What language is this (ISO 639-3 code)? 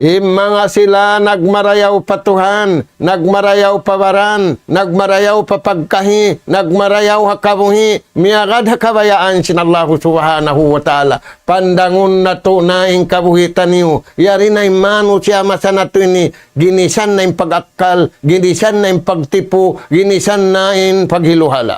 tsg